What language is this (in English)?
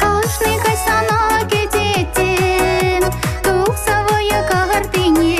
Chuvash